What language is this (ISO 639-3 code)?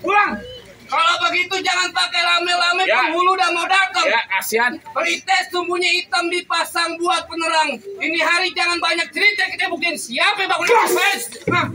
bew